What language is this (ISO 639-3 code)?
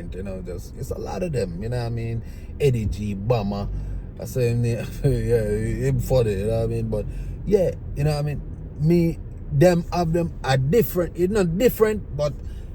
jam